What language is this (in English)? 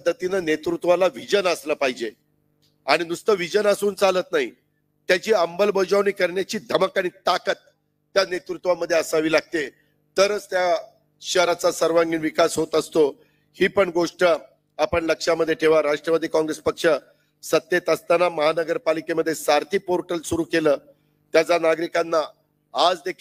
Marathi